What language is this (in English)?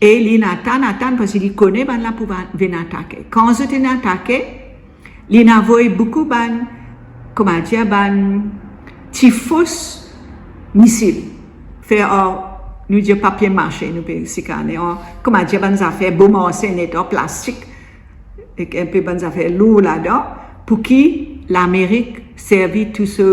Morisyen